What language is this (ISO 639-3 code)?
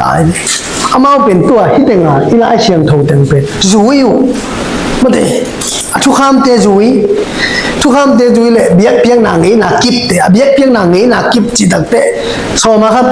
ctd